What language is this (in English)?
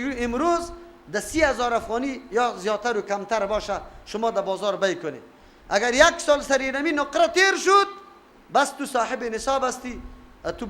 Persian